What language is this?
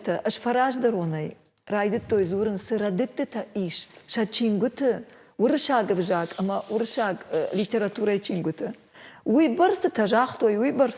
Ossetic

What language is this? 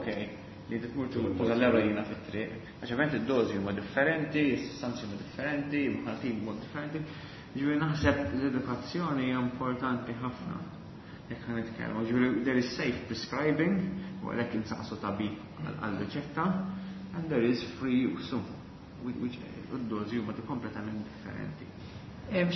Maltese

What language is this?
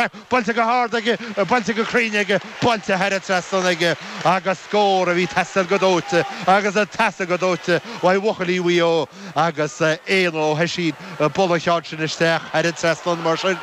Irish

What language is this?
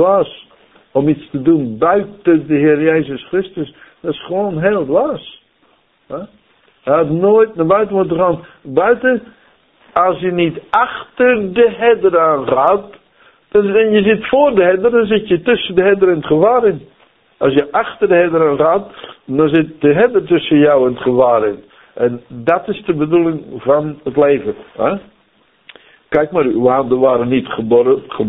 Dutch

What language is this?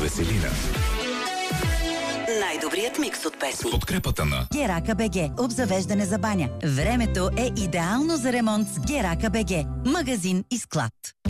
Bulgarian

